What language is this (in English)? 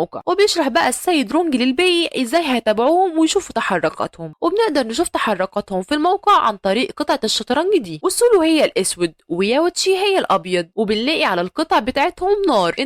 Egyptian Arabic